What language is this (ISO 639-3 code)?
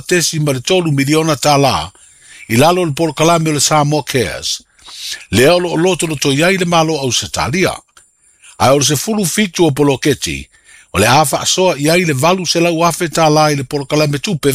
smo